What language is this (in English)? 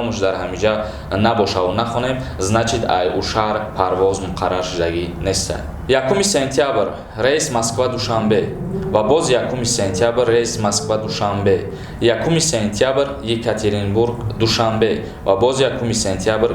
Tajik